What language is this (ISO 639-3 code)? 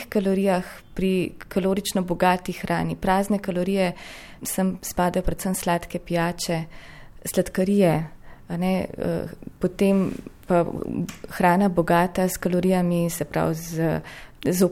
slv